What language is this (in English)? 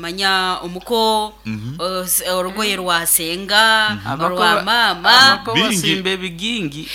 Nyankole